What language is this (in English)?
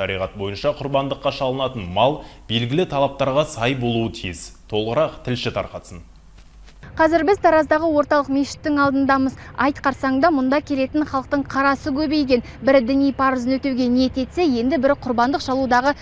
Kazakh